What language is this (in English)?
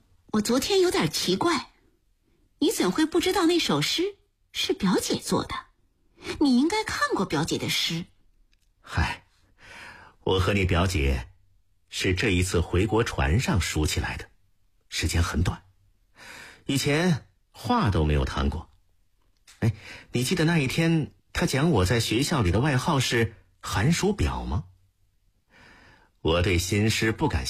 Chinese